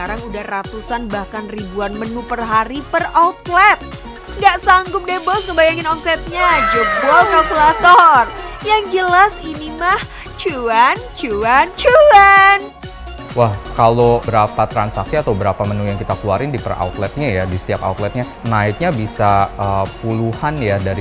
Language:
Indonesian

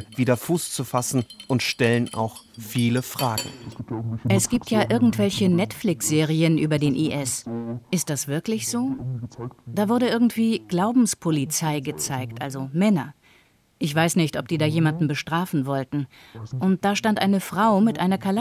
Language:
German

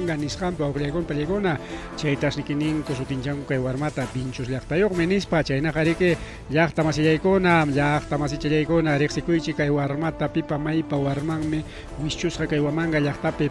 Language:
Ayacucho Quechua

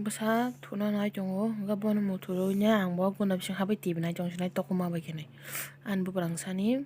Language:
Kok Borok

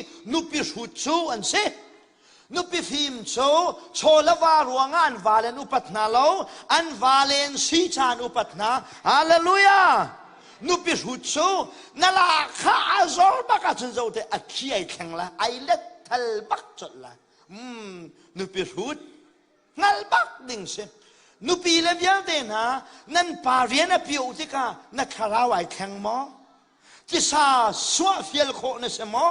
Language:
Hakha Chin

